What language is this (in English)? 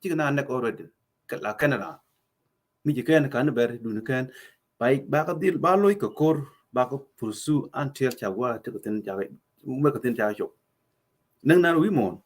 Nuer